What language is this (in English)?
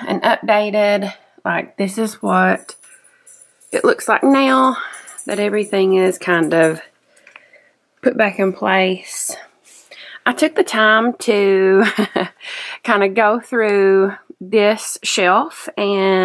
English